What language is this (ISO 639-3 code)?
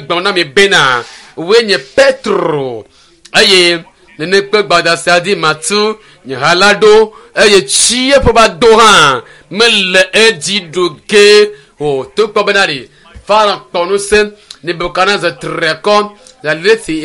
ewe